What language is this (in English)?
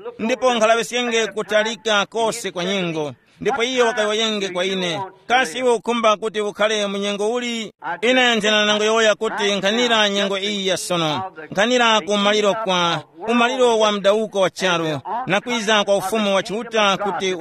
Tumbuka